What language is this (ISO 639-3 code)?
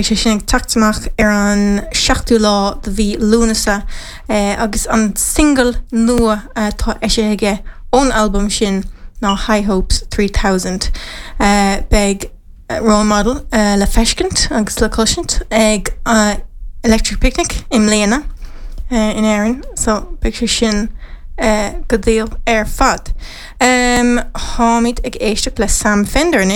gle